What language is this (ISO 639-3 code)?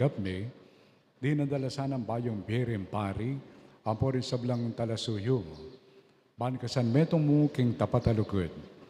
pam